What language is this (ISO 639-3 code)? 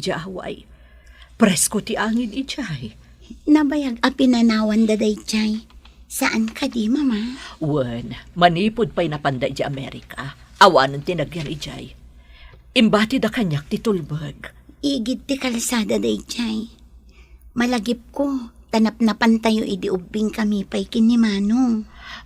ilo